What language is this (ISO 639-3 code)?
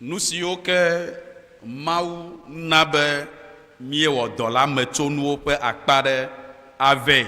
ewe